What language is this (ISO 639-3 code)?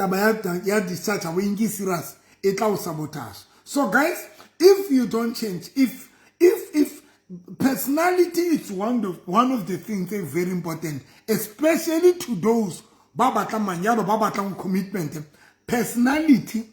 sot